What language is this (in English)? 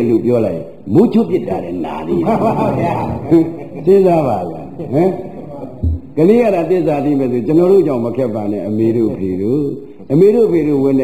Burmese